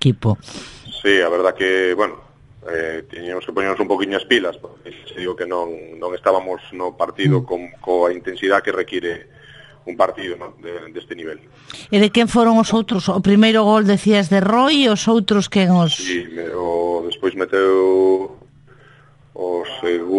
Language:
Galician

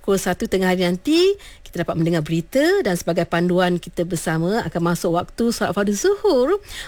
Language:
Malay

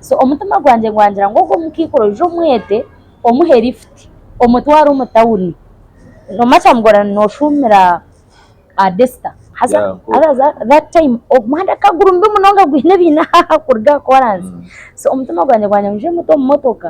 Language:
Nyankole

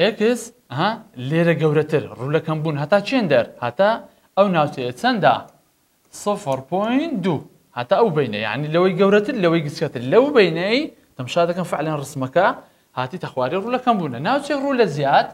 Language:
Central Kurdish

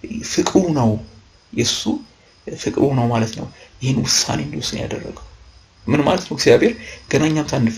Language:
Amharic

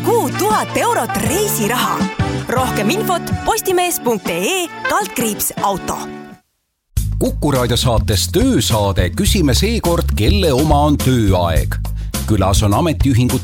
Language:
Estonian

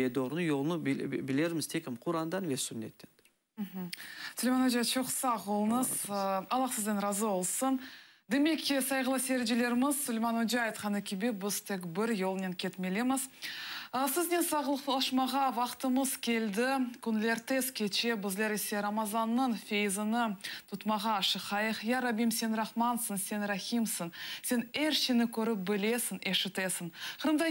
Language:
Crimean Tatar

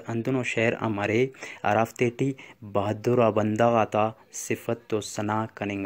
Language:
Brahui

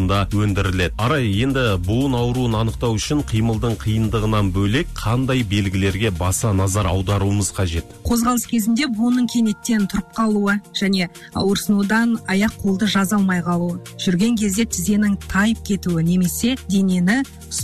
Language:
Kazakh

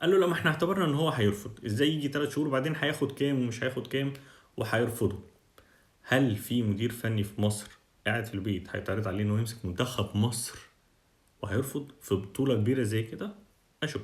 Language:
Egyptian Arabic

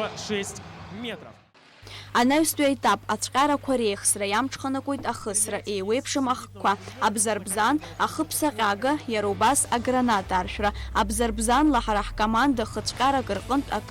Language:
Abkhazian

